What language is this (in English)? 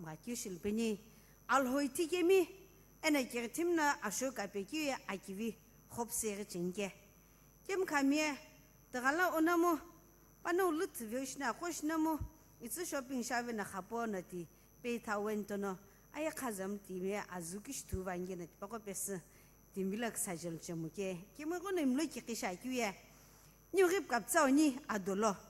Sumi Naga